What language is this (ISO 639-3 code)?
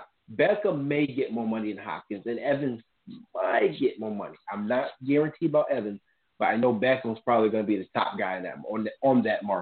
eng